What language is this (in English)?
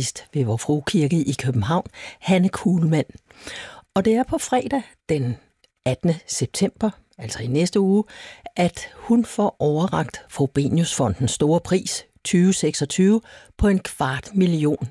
Danish